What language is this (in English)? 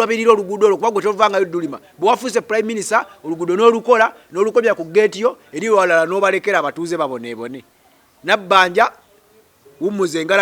Ganda